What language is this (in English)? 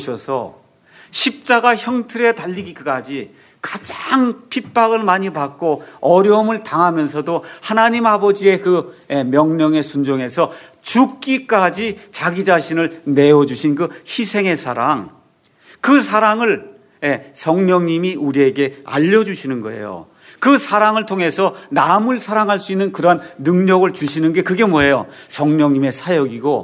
Korean